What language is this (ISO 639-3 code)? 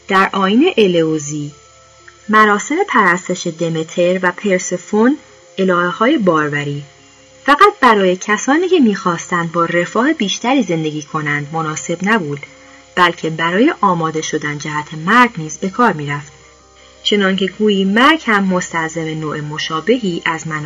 fas